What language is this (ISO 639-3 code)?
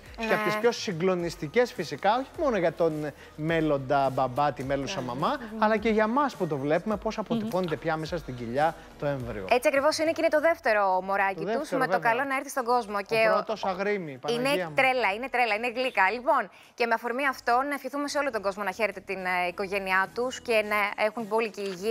ell